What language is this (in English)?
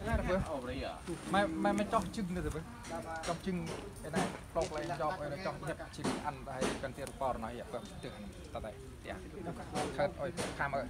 Central Mnong